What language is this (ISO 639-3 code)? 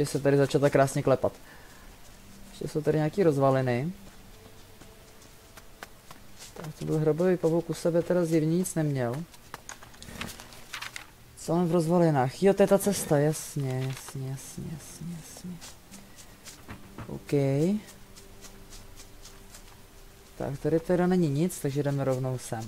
ces